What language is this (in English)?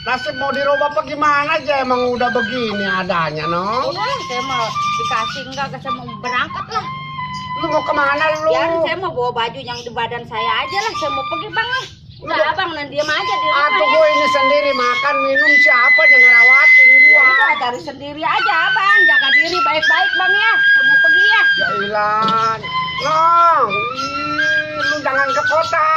Betawi